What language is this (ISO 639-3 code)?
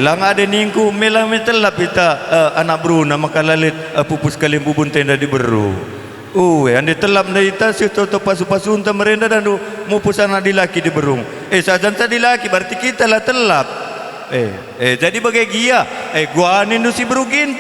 btx